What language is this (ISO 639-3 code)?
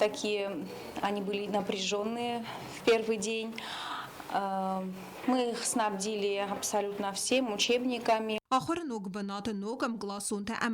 oss